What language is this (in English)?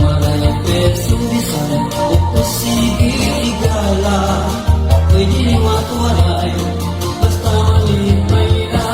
Waray